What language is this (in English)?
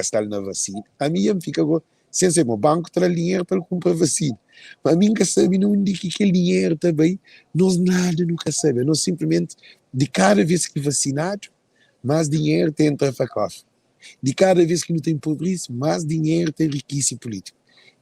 Kabuverdianu